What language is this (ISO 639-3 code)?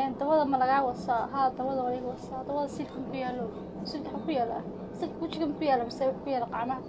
som